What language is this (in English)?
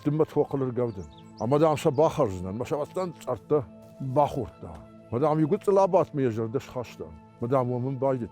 Ossetic